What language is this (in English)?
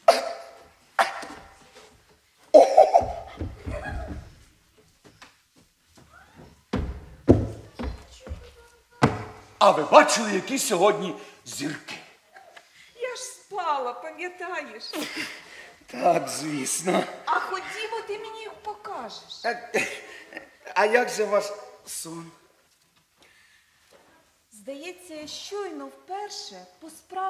Ukrainian